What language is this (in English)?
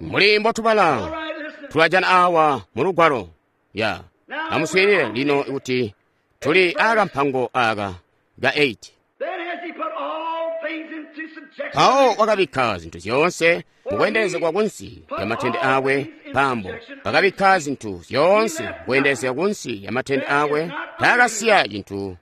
Tonga (Zambia)